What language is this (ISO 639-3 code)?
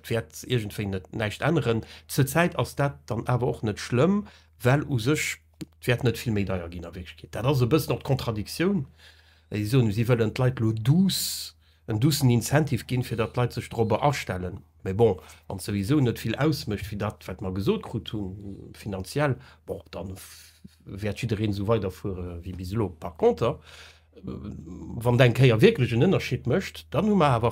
ltz